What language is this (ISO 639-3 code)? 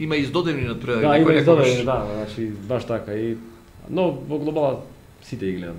mkd